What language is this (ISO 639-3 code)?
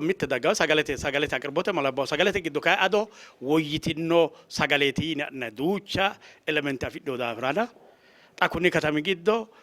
sid